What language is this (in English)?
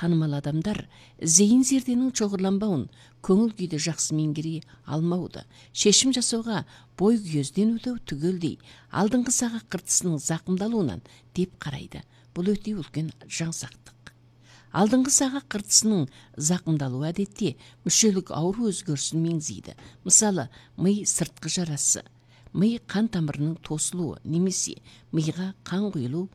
Kazakh